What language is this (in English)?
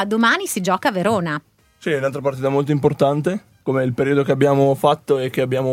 Italian